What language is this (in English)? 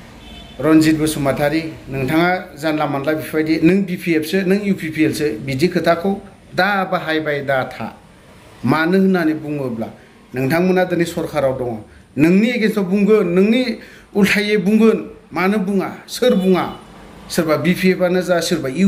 Bodo